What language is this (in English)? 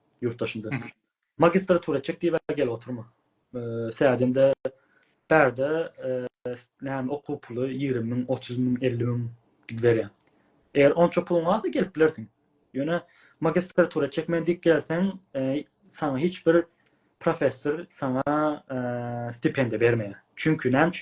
Turkmen